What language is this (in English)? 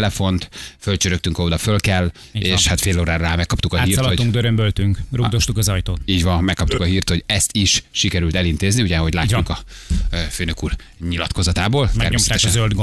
Hungarian